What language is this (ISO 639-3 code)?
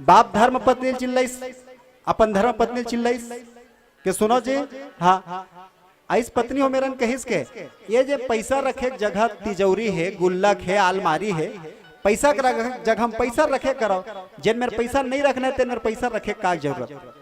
hne